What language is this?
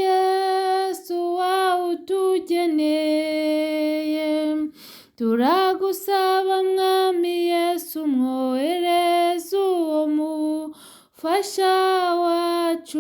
Kinyarwanda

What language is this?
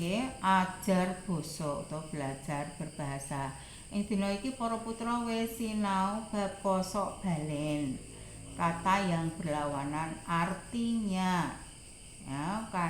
Javanese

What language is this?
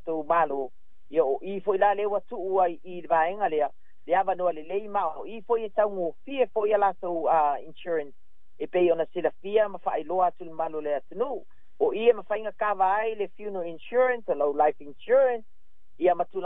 Samoan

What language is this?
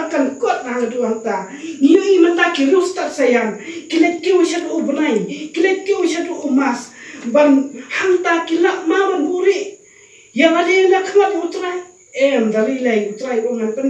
Khasi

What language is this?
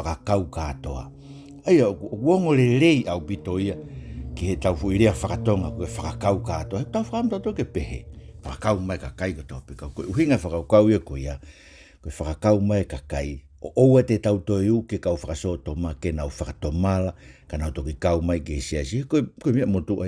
Tongan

